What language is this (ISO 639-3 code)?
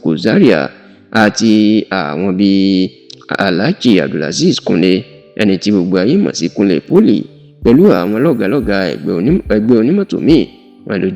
yor